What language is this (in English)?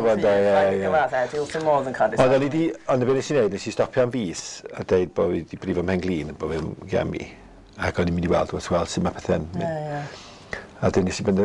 Welsh